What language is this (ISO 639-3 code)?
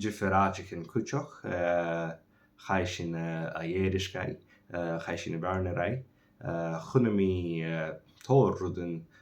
gla